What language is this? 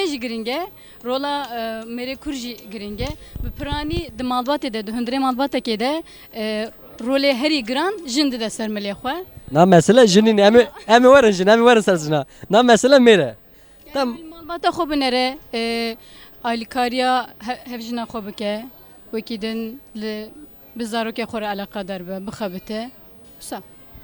Kurdish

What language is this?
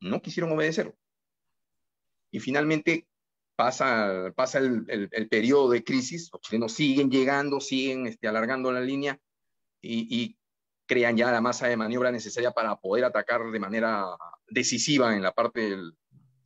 Spanish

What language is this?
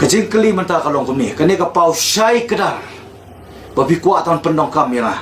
Khasi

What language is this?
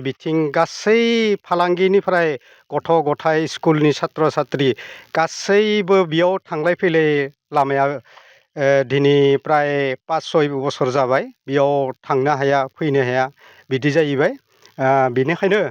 Bodo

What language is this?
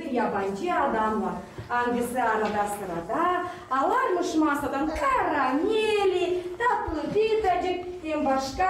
Gagauz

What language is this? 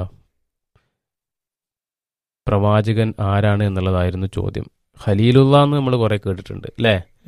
Malayalam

